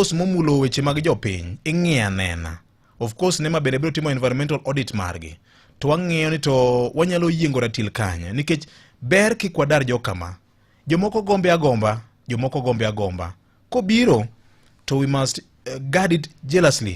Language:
Luo (Kenya and Tanzania)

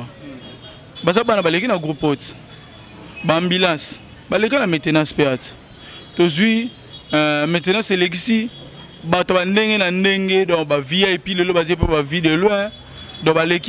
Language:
Lingala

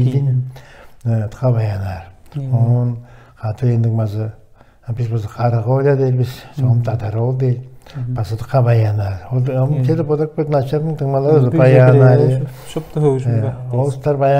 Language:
Tuvinian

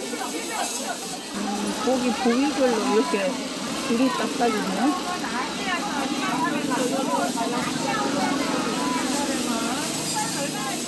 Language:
Korean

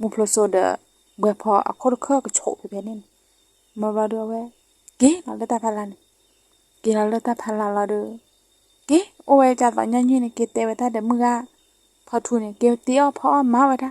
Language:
S'gaw Karen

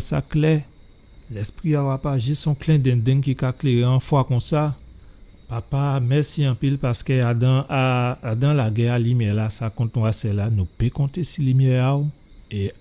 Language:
Guadeloupean Creole French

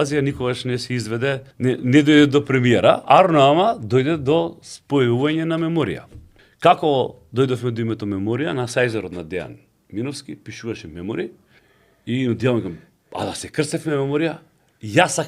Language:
Macedonian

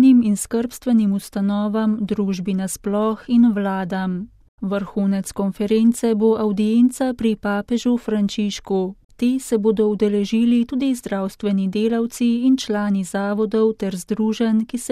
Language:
Slovenian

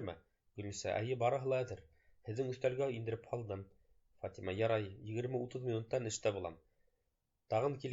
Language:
Bashkir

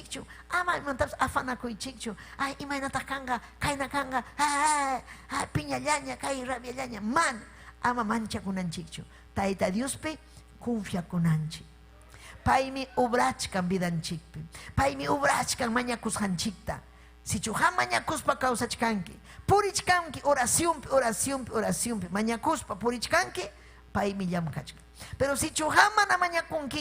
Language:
Ayacucho Quechua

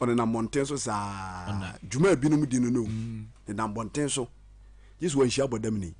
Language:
Akan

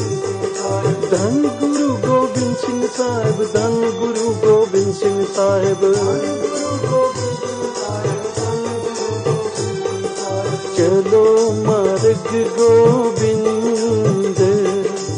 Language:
Punjabi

